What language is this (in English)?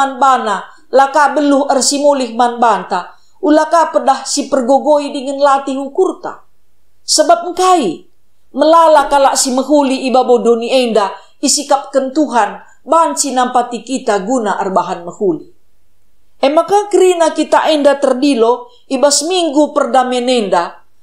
Batak Karo